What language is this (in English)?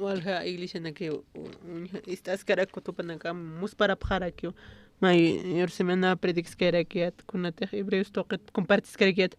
Aymara